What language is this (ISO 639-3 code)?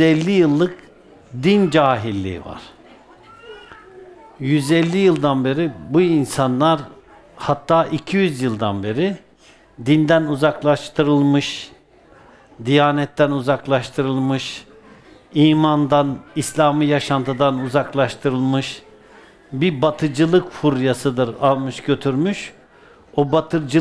tur